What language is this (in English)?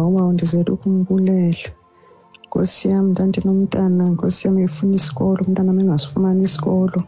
Xhosa